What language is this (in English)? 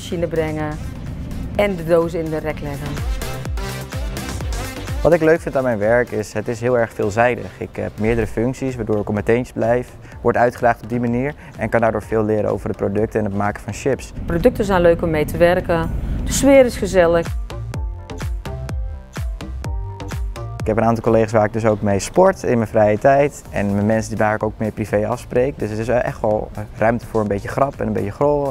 Dutch